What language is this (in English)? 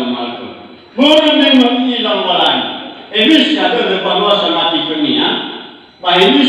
Nias